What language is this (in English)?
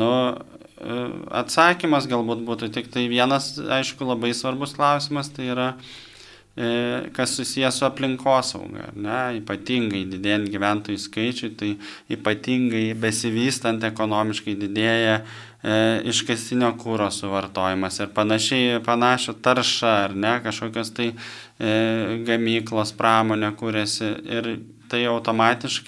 Lithuanian